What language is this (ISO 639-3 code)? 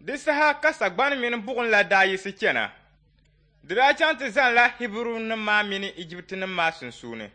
dag